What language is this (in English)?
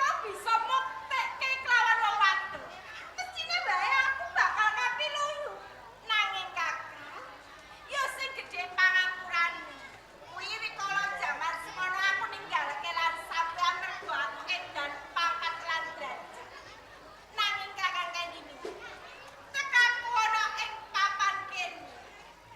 Javanese